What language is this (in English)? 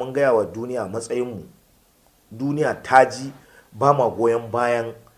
Hausa